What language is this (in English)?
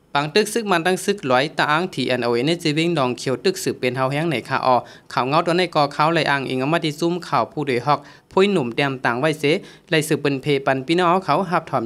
Shan